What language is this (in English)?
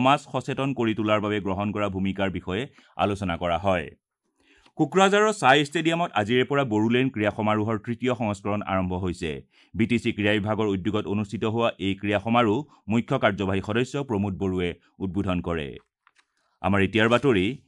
Assamese